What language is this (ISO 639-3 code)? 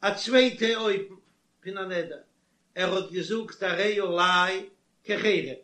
yid